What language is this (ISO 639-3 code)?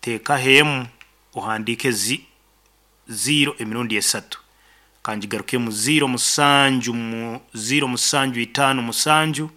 nyo